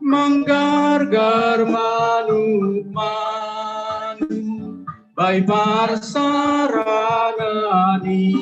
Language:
Batak Simalungun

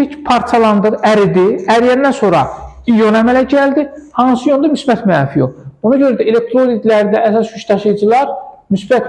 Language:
Azerbaijani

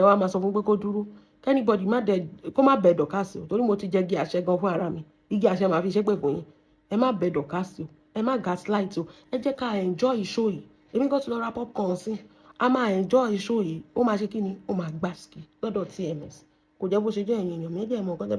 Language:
Yoruba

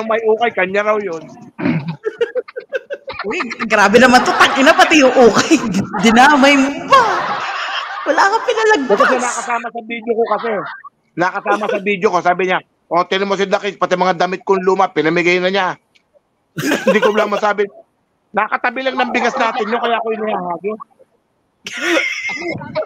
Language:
Filipino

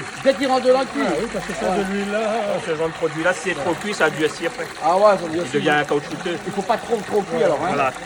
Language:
Réunion Creole French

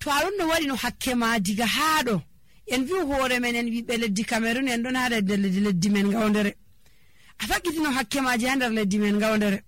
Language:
Nigerian Fulfulde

